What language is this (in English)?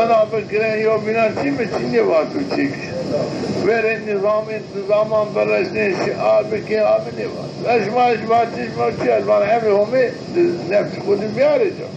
Zaza